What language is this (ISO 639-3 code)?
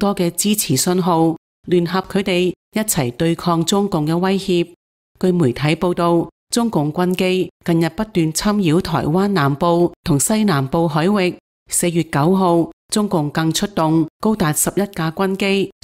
yue